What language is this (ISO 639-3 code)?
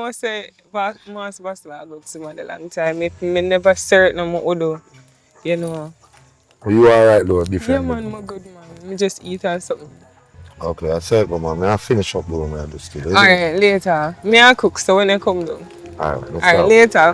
jam